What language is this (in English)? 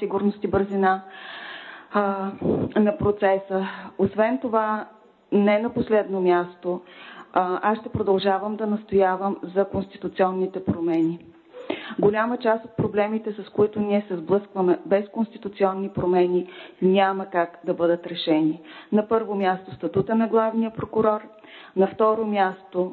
Bulgarian